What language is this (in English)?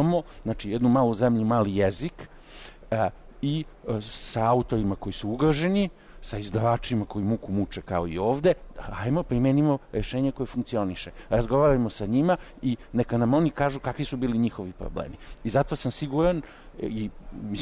Serbian